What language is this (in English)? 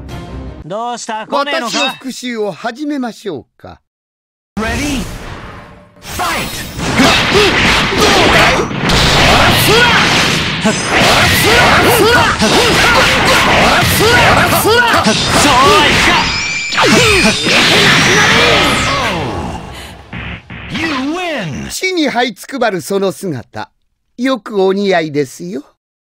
Japanese